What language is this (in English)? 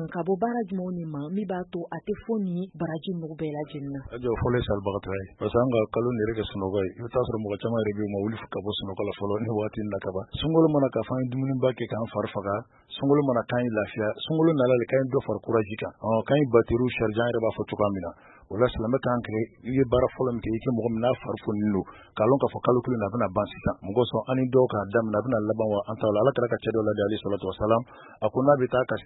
Bambara